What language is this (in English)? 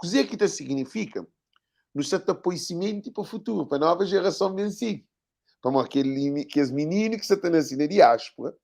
Kabuverdianu